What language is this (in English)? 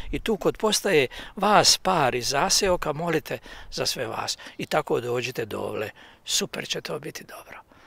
Croatian